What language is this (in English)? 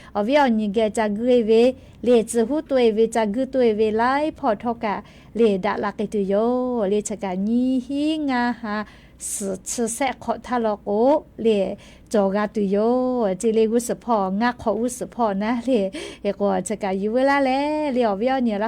Lahu